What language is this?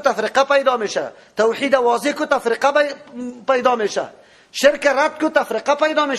Persian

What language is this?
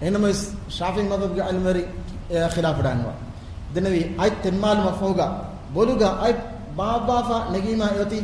Divehi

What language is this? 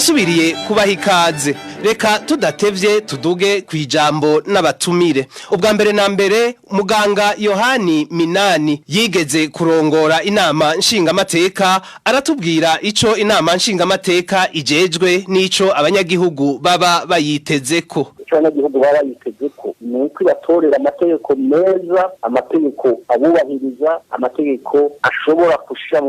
Rundi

